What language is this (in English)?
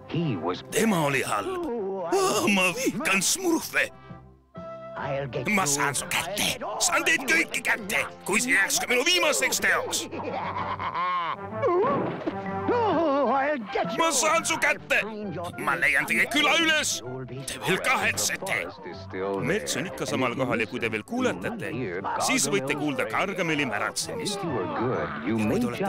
Estonian